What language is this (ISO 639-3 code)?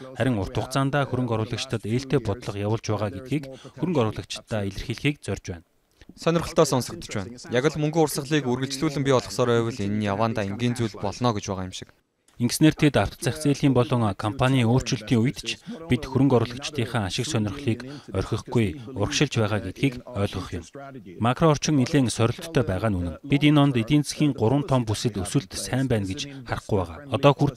mon